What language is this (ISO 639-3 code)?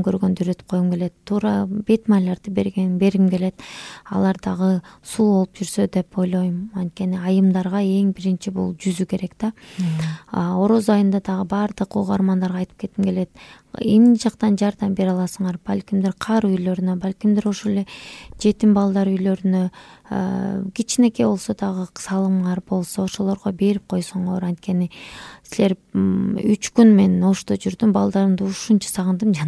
kir